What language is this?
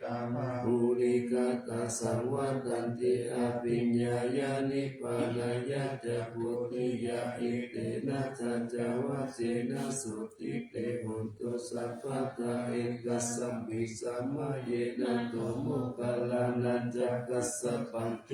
Pali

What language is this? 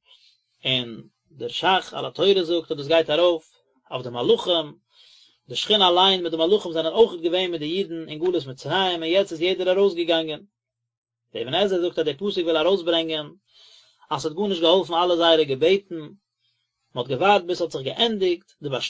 Yiddish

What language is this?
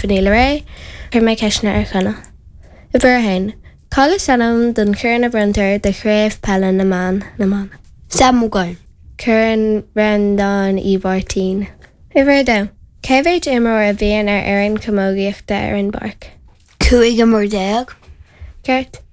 Irish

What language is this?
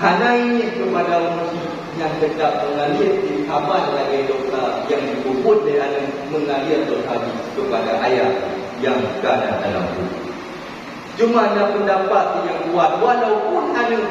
Achinese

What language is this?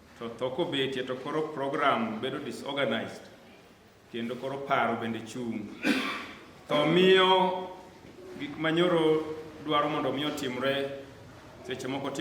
Luo (Kenya and Tanzania)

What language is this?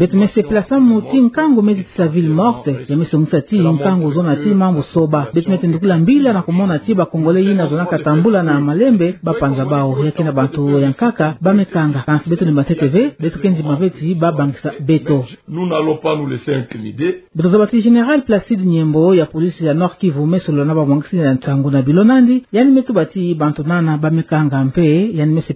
Kituba (Democratic Republic of Congo)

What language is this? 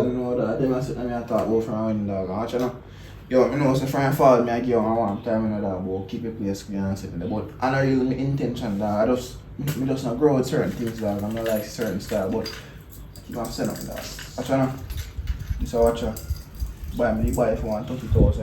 Jamaican Creole English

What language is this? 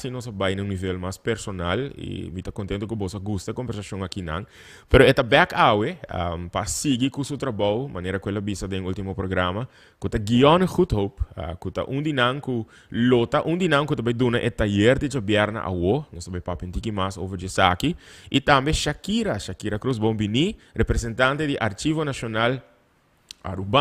Papiamento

